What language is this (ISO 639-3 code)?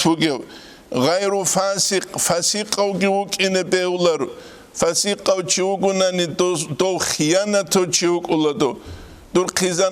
ava